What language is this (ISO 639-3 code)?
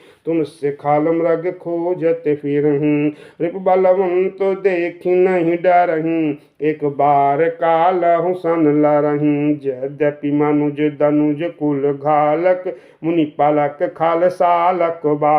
awa